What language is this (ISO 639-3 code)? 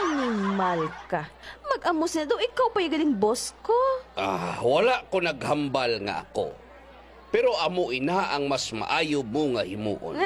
hil